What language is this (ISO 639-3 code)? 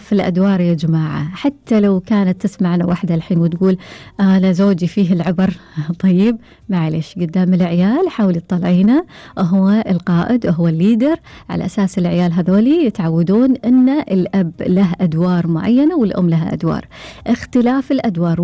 afb